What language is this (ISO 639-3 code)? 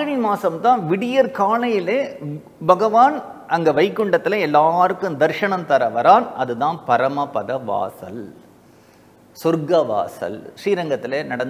tam